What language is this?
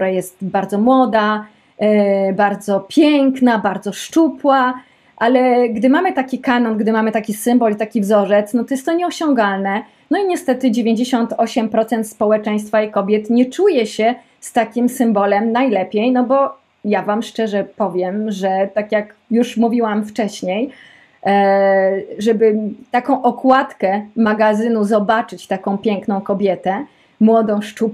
Polish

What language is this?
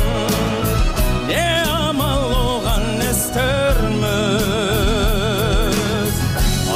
Kazakh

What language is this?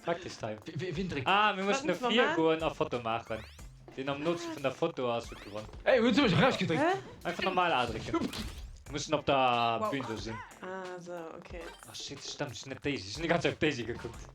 Luxembourgish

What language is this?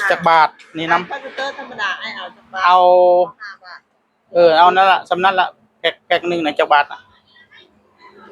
Northeastern Thai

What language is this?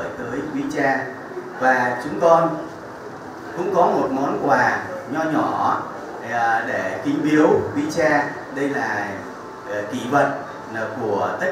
Vietnamese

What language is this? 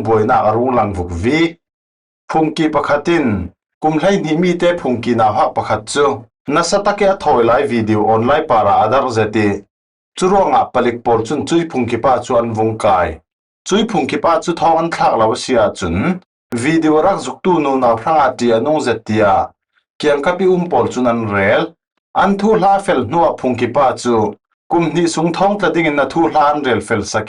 Falam Chin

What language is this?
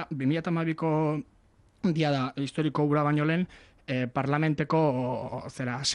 Basque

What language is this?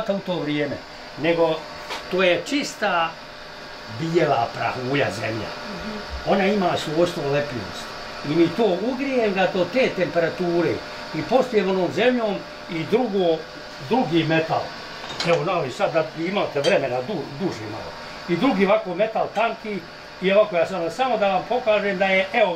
Bosnian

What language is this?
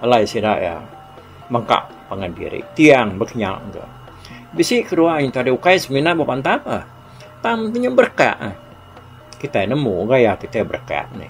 Iban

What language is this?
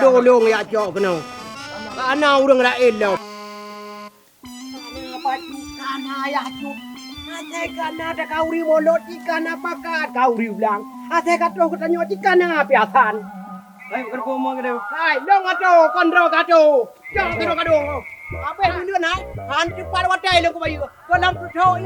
Achinese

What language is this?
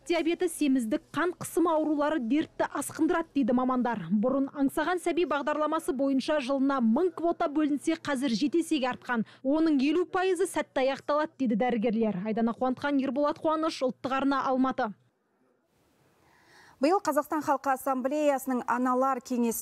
Kazakh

